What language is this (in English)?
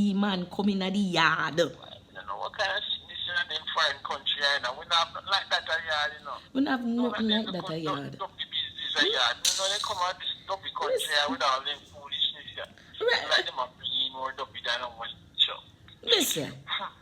Jamaican Creole English